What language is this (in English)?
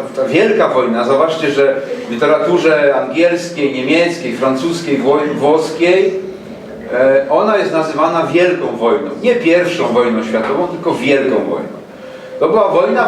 Silesian